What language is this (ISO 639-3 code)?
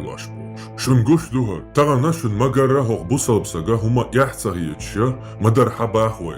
che